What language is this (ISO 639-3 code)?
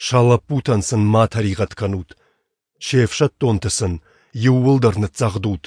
oss